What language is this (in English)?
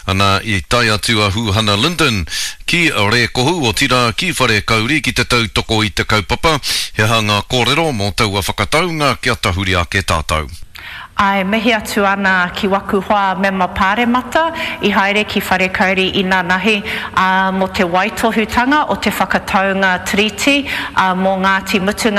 Māori